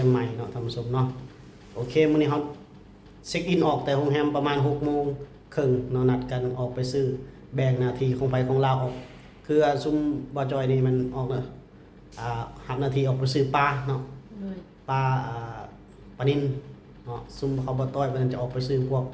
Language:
Lao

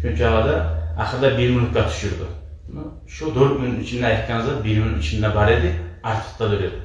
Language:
Kumyk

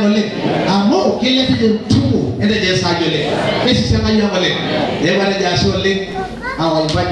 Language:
Masai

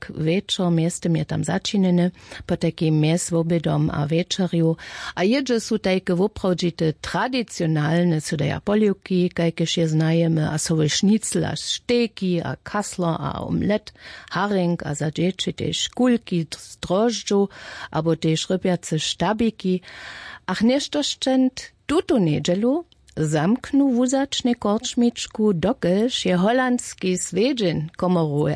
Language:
Upper Sorbian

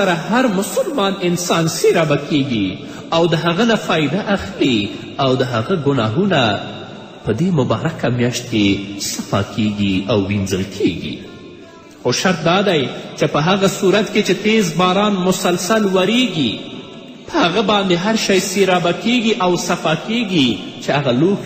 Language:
Pashto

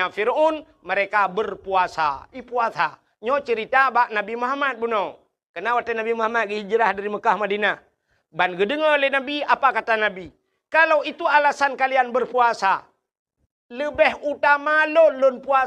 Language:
Achinese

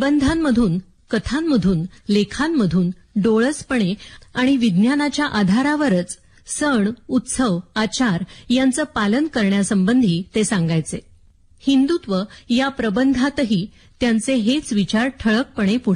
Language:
Marathi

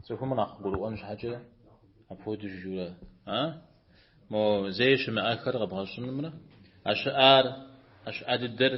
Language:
Kabardian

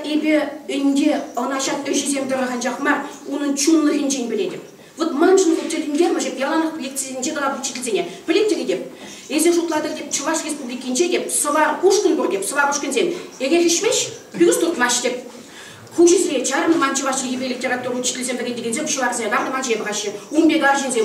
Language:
Chuvash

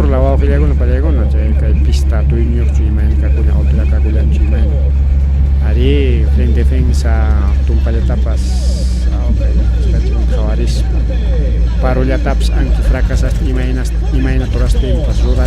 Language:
Ayacucho Quechua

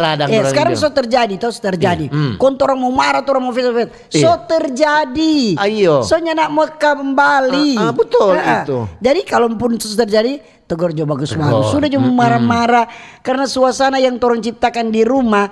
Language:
Manado Malay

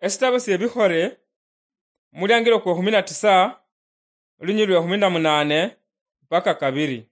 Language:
Luyia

